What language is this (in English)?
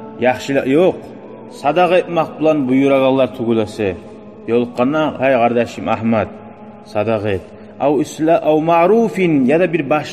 Kumyk